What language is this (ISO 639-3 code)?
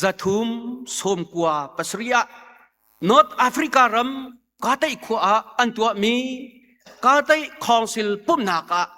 cnh